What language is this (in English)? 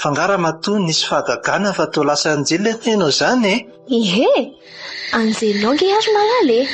Malagasy